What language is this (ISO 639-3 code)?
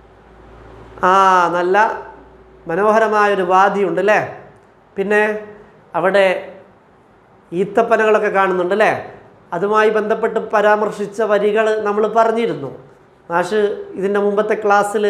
mal